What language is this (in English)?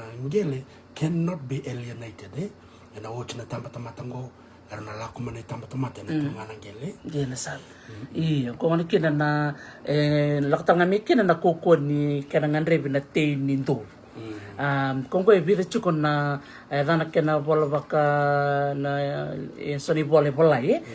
Fijian